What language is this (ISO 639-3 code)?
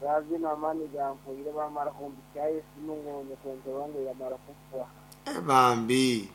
nyn